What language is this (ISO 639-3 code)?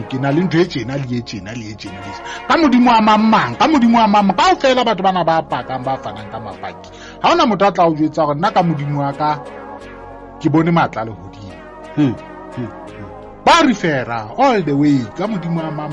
sot